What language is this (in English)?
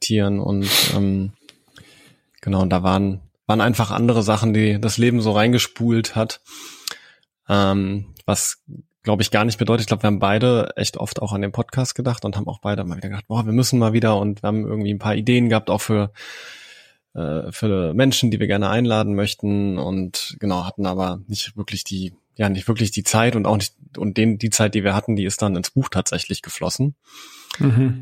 German